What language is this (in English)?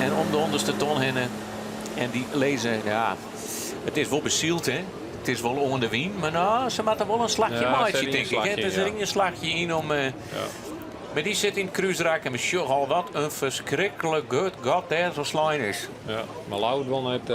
Western Frisian